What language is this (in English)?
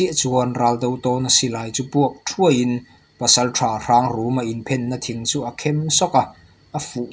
Mizo